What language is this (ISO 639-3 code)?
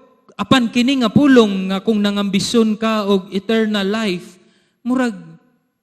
ceb